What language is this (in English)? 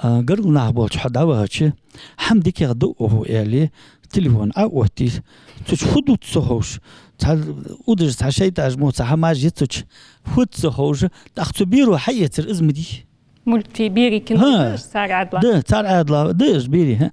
Ingush